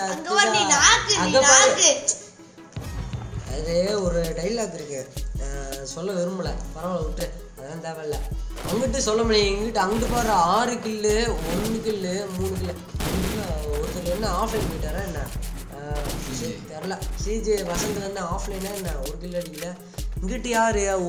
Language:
Tamil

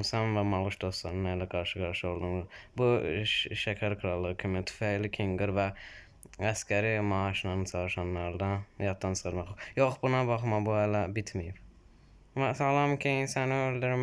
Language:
Azerbaijani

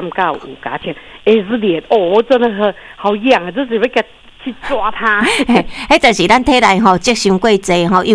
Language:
Min Nan Chinese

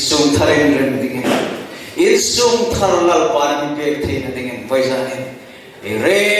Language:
Hmar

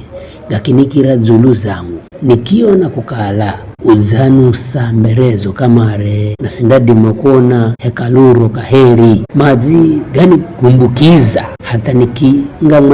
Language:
Giryama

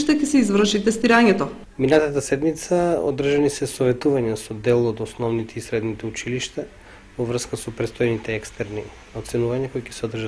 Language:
Macedonian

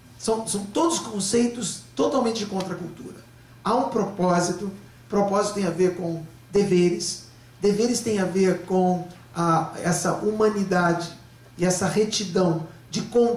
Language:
Portuguese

